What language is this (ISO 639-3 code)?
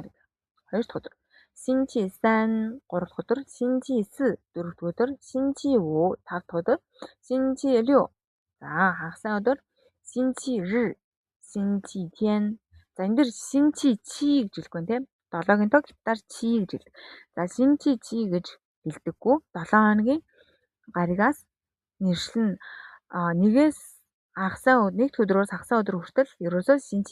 mon